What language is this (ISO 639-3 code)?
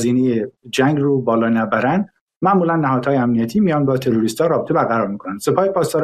fas